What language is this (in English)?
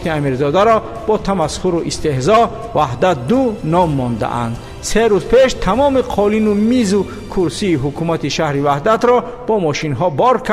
Tajik